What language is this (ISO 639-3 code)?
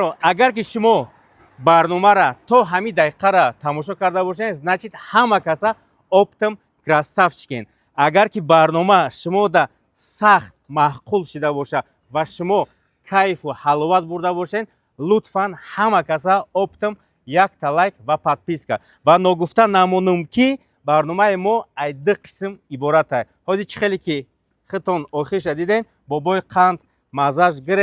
tgk